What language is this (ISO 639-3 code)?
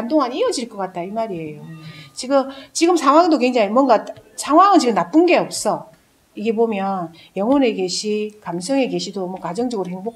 kor